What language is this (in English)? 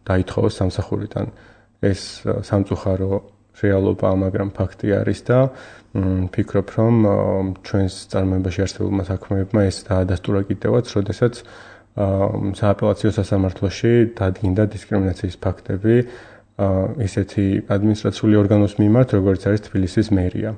Georgian